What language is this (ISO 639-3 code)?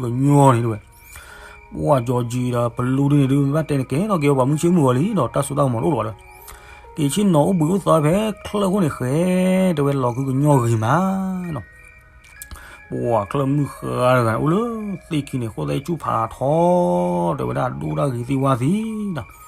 ksw